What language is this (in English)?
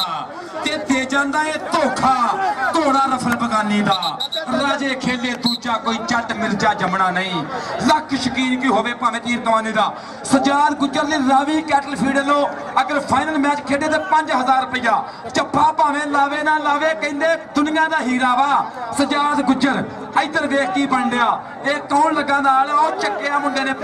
Punjabi